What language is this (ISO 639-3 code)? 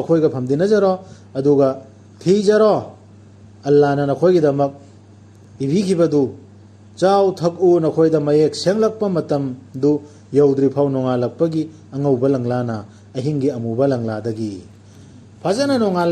mni